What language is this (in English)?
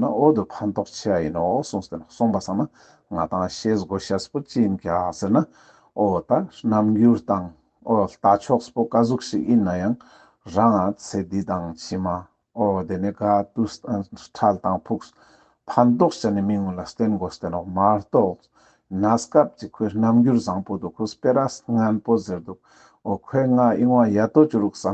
Ladakhi